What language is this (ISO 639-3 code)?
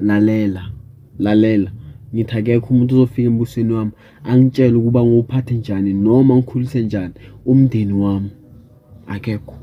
zul